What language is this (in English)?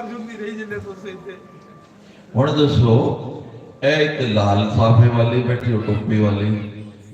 Dogri